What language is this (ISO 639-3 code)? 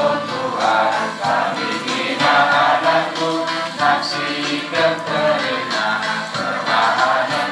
btx